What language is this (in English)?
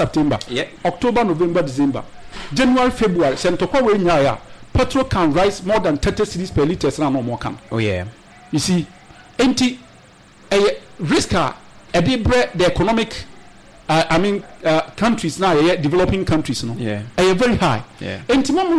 Akan